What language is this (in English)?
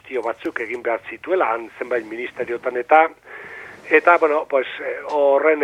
Basque